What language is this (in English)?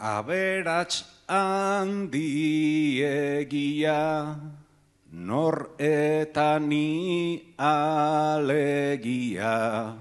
Basque